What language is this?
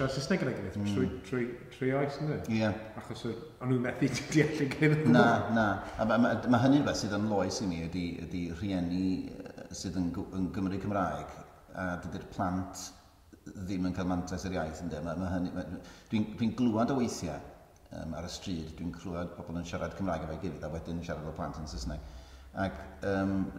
Welsh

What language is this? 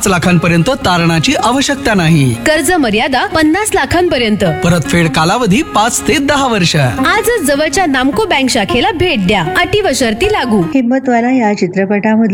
Marathi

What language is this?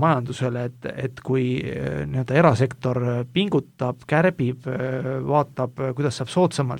Estonian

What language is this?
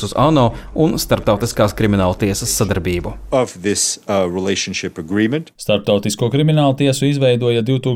Latvian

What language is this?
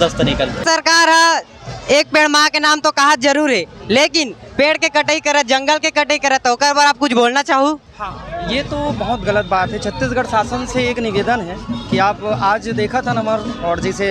Chhattisgarhi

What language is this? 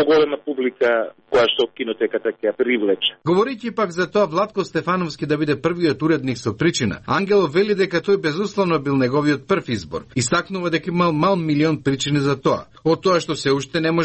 Macedonian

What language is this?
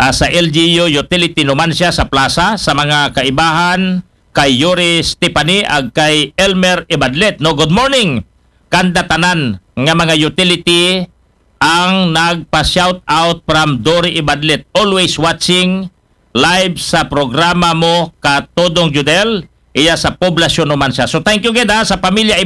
Aklanon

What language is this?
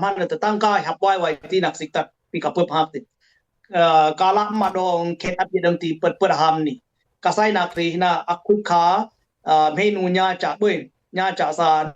Dimasa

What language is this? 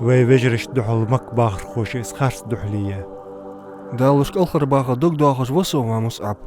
Ingush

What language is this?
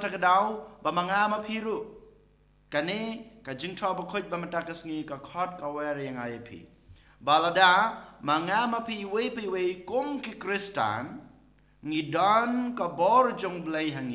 Khasi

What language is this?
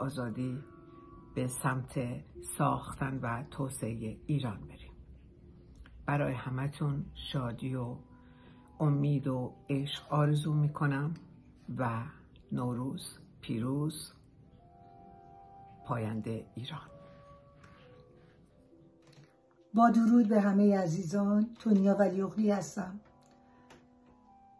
Persian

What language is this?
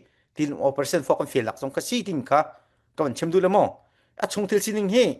Falam Chin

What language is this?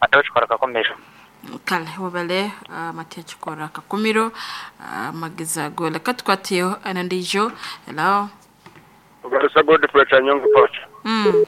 Nyankole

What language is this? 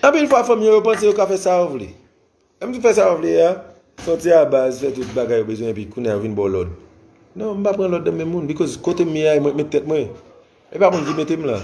Haitian Creole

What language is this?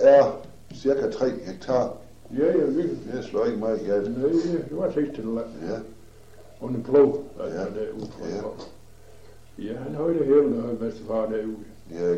Danish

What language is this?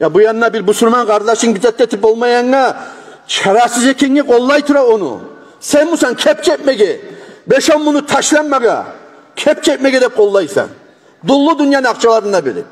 Kumyk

